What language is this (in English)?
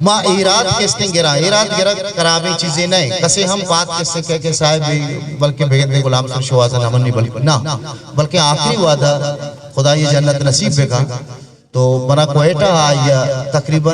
Eastern Balochi